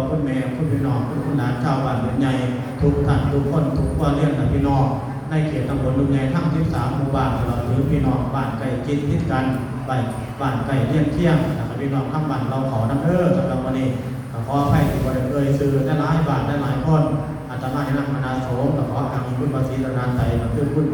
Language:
Northeastern Thai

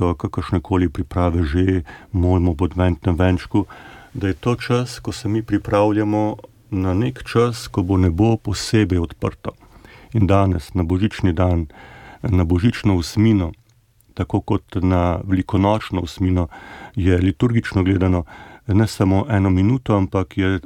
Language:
Slovenian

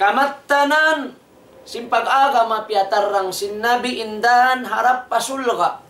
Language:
Tausug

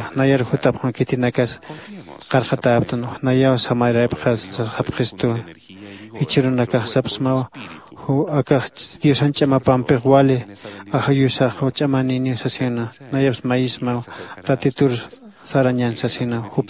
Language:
Aymara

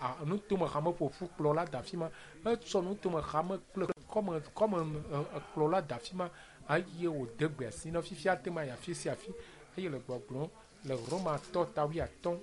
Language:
Ewe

